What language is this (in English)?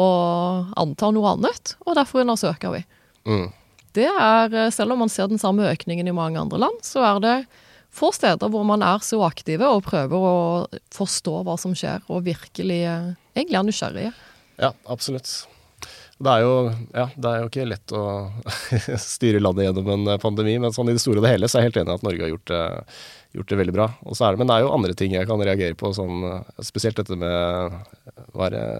Norwegian